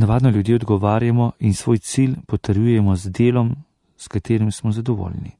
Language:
Slovenian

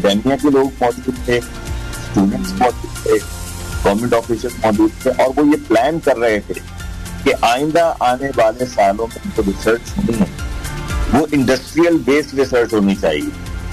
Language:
Urdu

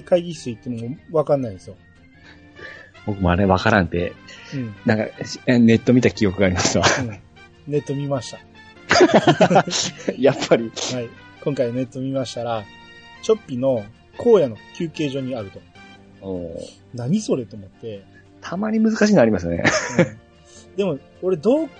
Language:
Japanese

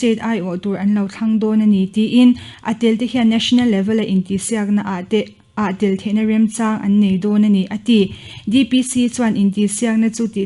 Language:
Mizo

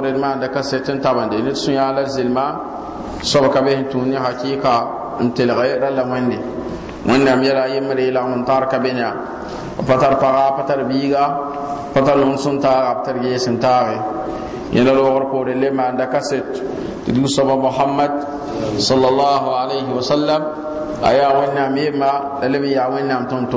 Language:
Mossi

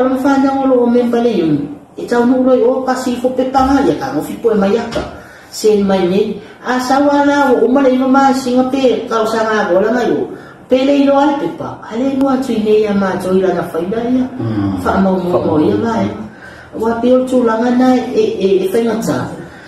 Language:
Samoan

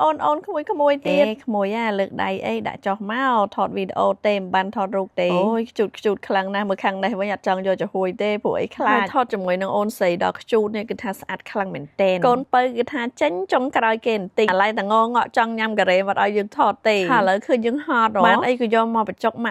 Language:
Khmer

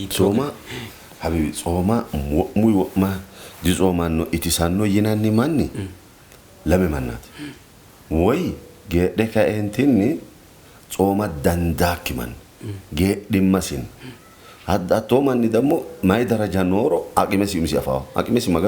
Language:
Sidamo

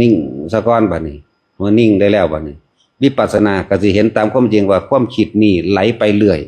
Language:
Northeastern Thai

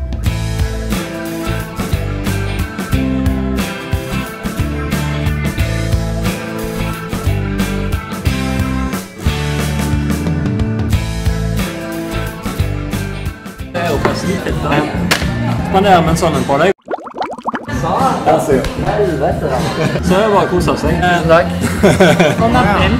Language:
Norwegian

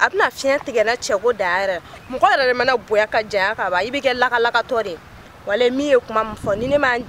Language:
Bambara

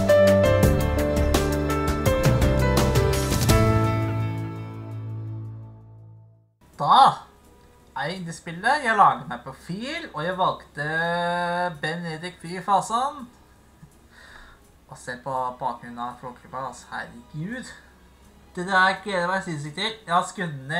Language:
Norwegian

